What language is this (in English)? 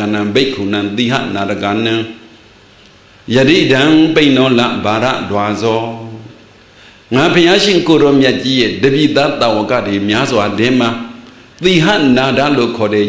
Burmese